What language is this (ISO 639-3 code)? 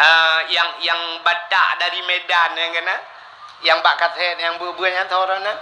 ace